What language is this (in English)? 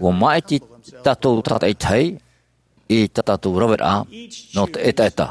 Tahitian